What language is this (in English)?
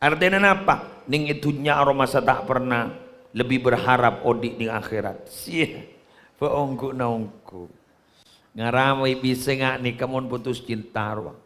Madurese